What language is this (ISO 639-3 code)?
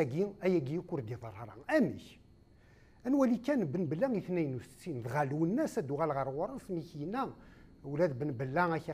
kab